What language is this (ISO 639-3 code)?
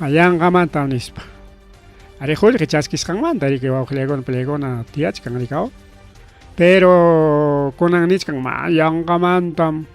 quy